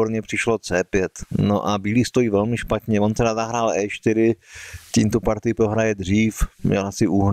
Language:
Czech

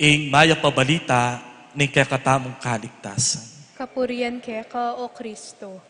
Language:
Pampanga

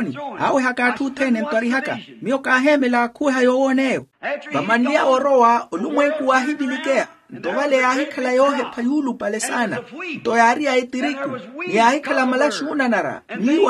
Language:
Makhuwa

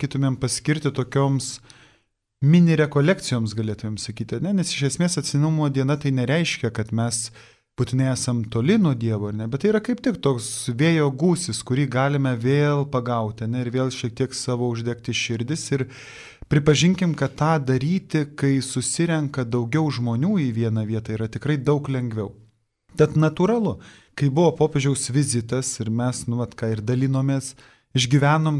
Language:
Lithuanian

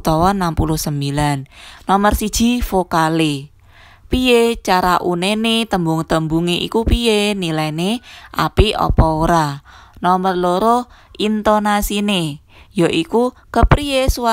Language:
Javanese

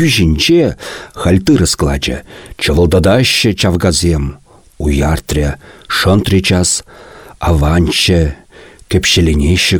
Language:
Chuvash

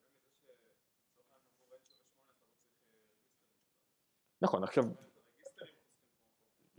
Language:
Hebrew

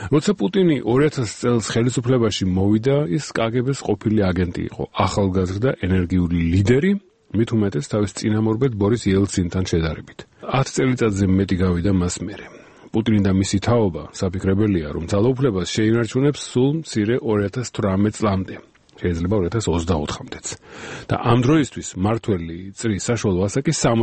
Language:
Georgian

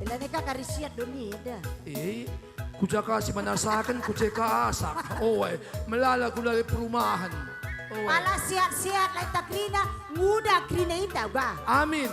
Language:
Batak Karo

